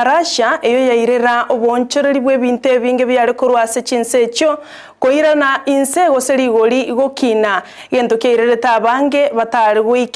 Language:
Gusii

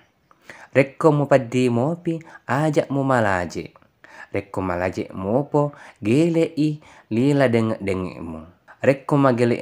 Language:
Buginese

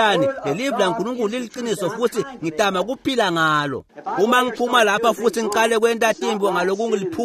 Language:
Swati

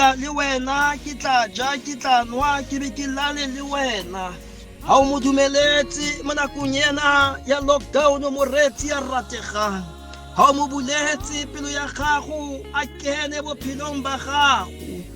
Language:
Southern Sotho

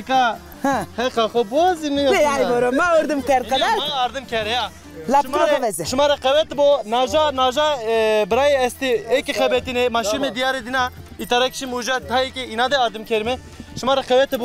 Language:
Zaza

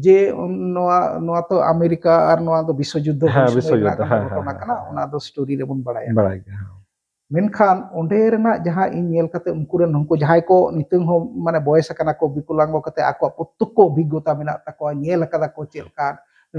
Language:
Santali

